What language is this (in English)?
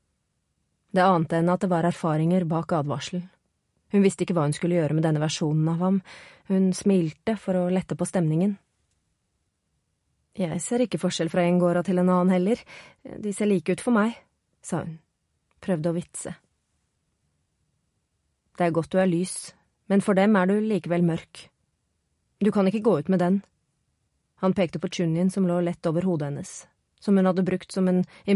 Norwegian